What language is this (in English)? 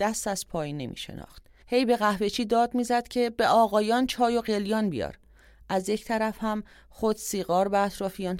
Persian